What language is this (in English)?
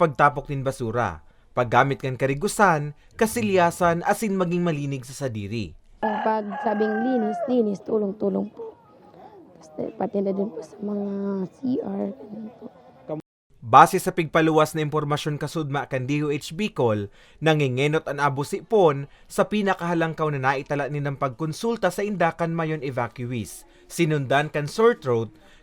Bikol